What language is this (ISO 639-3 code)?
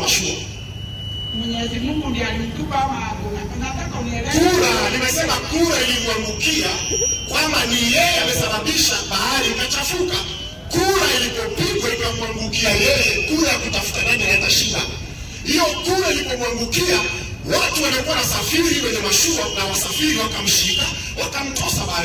swa